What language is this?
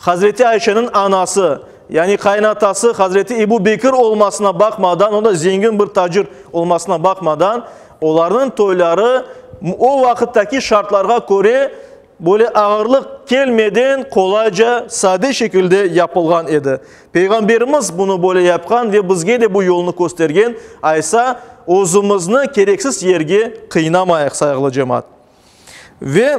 Crimean Tatar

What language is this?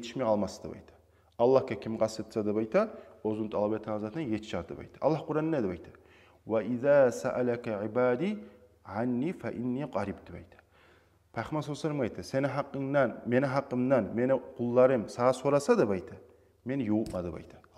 Kumyk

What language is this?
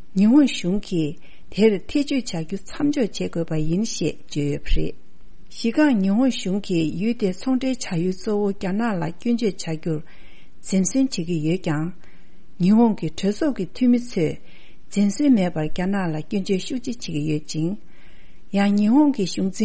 Tibetan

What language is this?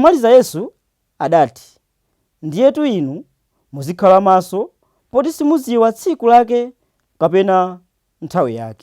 Nyanja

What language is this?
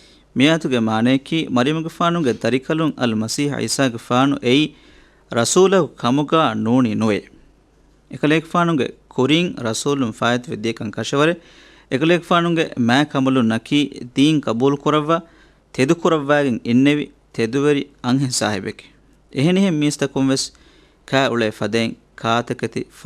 Divehi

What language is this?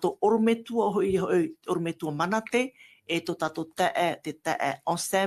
Tahitian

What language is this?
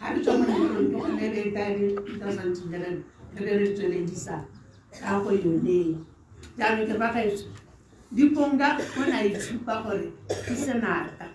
Tswana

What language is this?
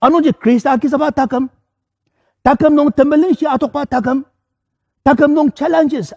Ao Naga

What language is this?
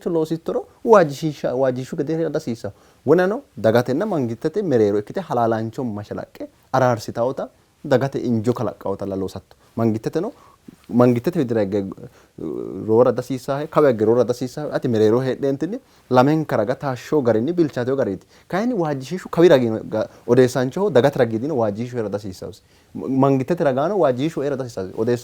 Sidamo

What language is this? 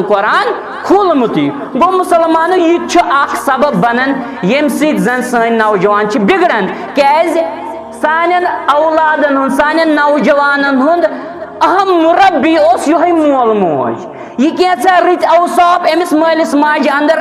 Kashmiri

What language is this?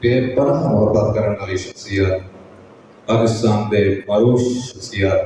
Saraiki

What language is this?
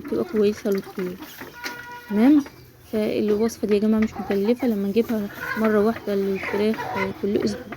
Egyptian Arabic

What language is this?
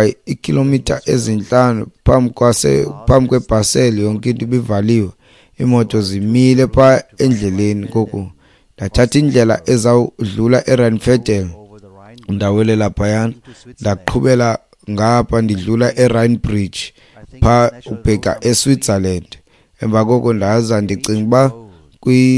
Xhosa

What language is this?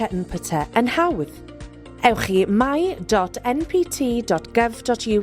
Welsh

